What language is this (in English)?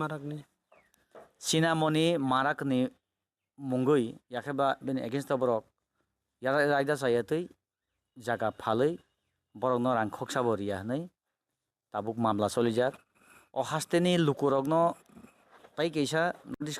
Kok Borok